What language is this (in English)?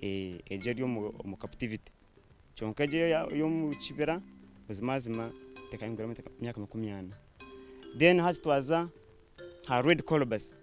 Nyankole